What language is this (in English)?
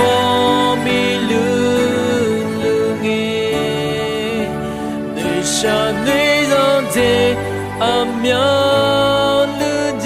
Akha